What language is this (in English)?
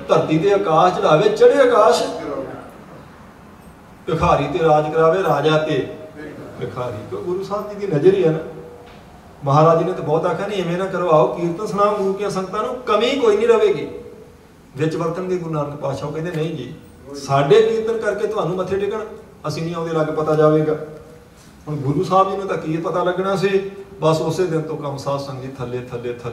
Punjabi